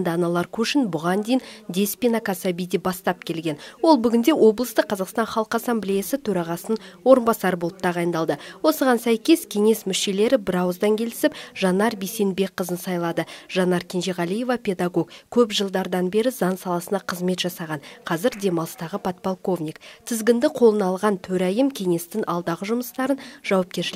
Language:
Kazakh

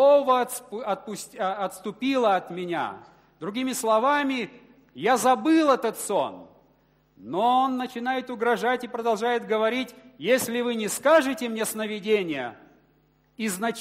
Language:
Russian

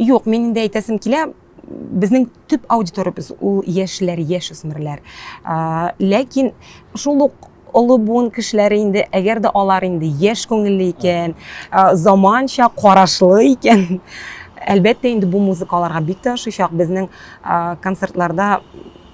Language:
Tatar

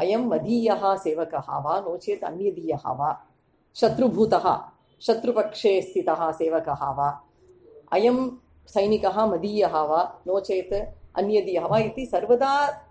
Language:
Sanskrit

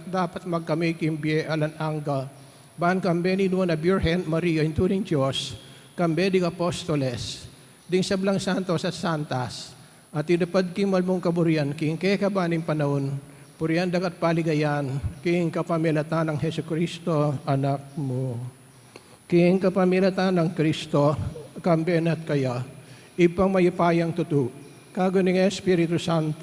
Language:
Pampanga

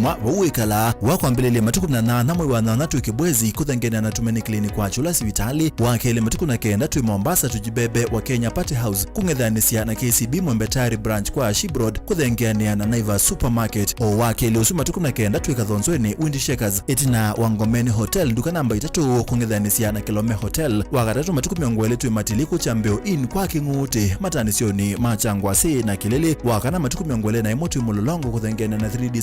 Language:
Kamba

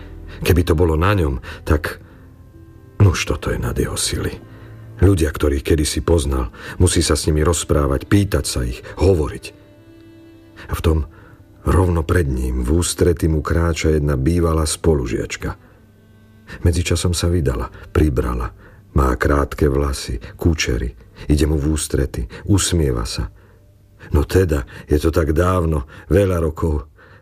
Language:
Slovak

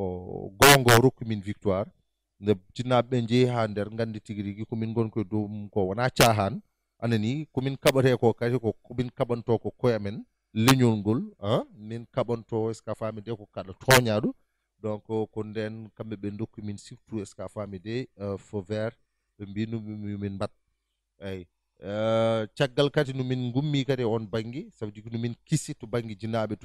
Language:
Fula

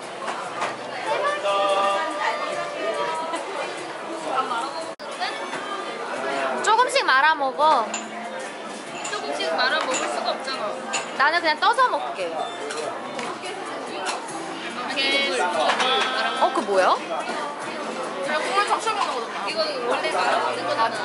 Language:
Korean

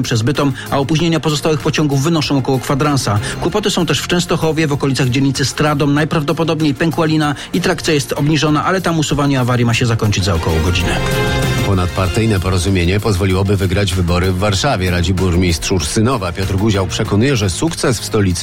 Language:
Polish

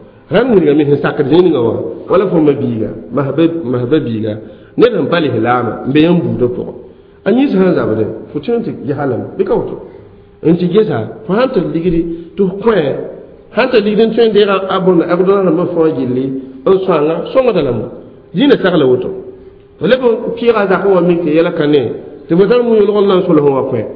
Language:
Mossi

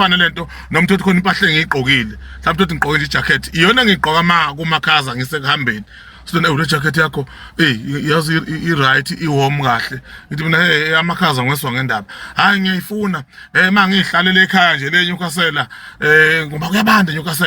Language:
Zulu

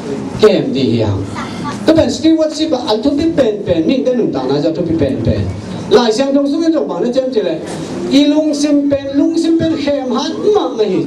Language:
Tedim Chin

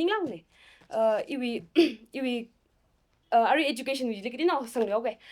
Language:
Tangkhul Naga (India)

